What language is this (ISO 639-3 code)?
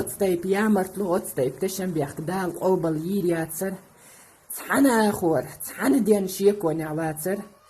che